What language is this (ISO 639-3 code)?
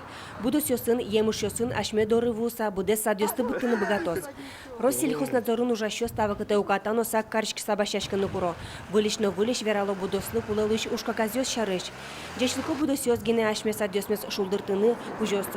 udm